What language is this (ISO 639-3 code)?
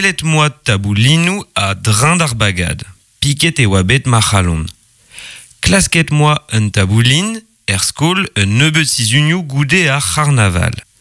bre